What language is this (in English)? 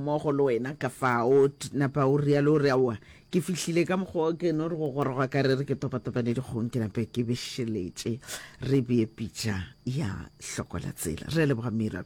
Northern Sotho